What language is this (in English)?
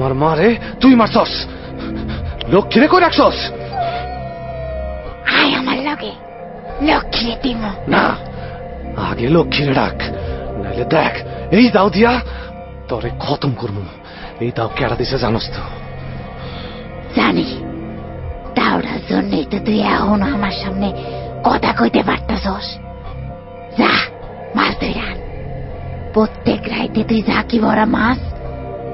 Bangla